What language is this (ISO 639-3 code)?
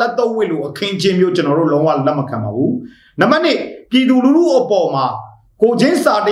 mya